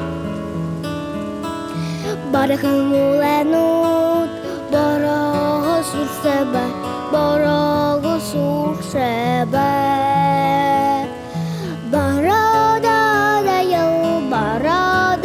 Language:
Buriat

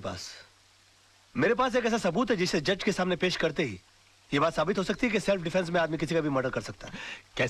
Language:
Hindi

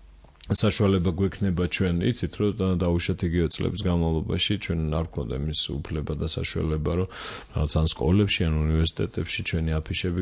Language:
Georgian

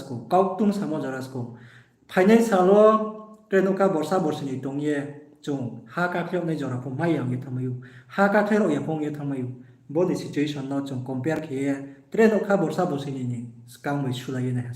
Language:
Riang (India)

